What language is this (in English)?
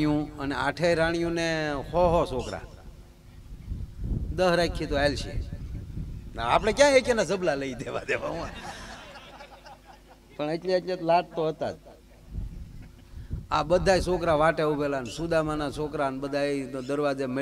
Gujarati